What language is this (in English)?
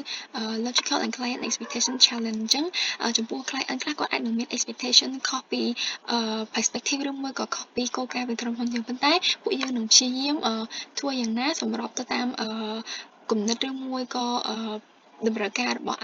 Khmer